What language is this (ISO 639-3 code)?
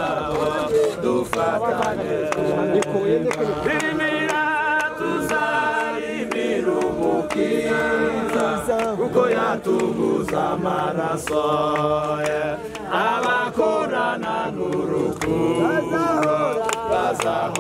kin